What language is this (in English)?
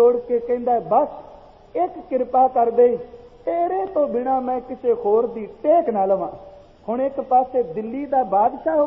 Punjabi